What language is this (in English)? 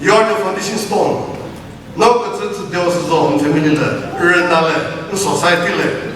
Chokri Naga